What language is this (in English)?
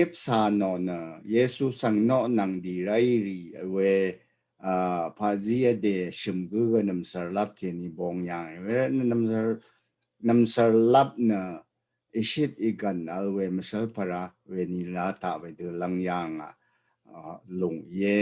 Rawang